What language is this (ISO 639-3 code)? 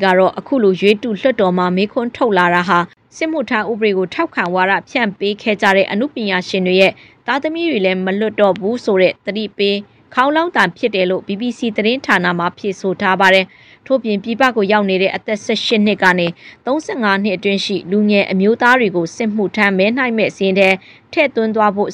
mya